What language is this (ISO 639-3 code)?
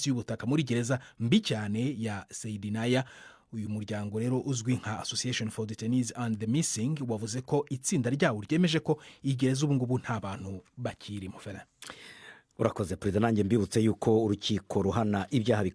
kin